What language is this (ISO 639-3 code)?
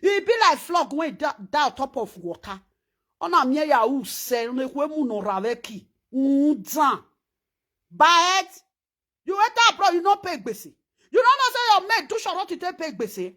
pcm